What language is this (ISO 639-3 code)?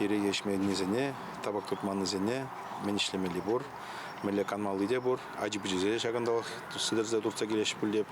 chv